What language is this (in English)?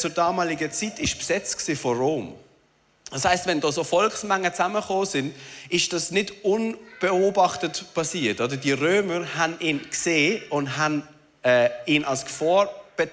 Swiss German